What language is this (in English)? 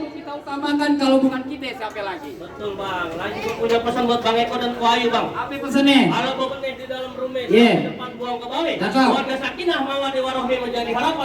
Betawi